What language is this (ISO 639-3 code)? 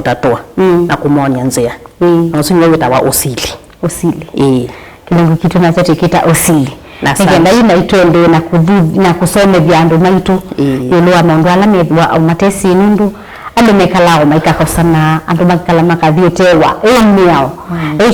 kam